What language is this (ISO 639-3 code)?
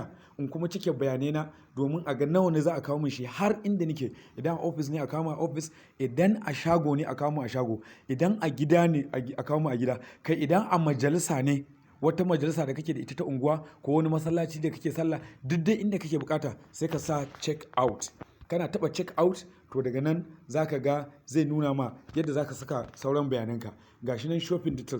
hau